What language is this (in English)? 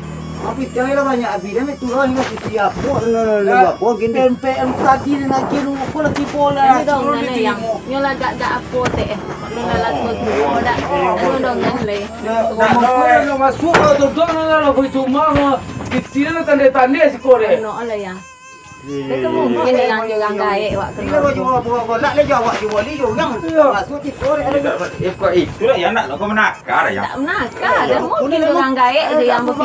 Minangkabau